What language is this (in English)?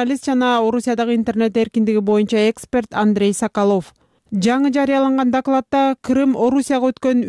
Kyrgyz